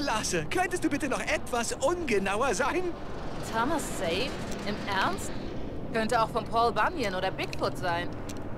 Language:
Bavarian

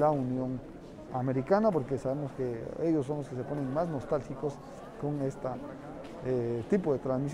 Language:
Spanish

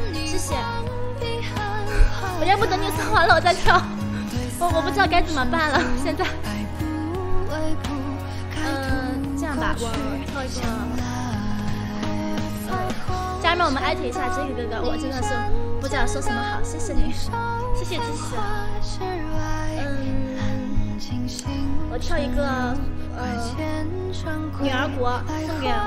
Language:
Chinese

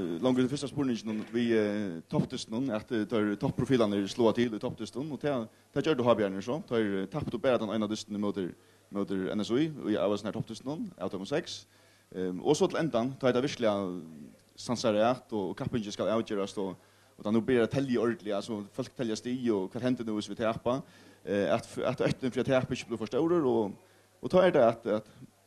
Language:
Faroese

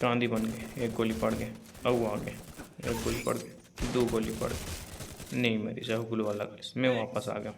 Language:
Chhattisgarhi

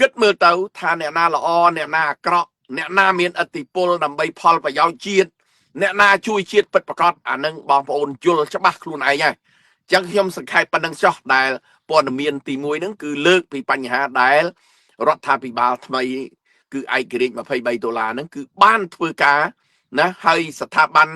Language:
Khmer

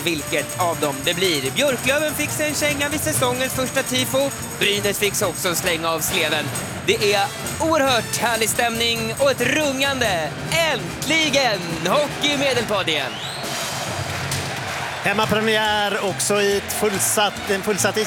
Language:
Swedish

